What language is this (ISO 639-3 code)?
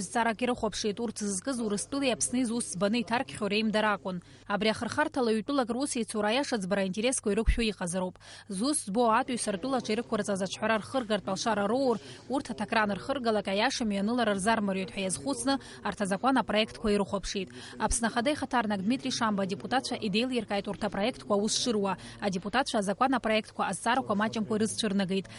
abk